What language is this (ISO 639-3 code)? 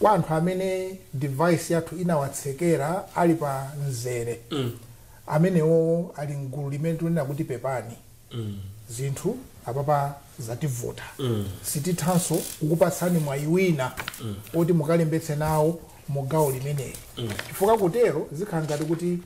nya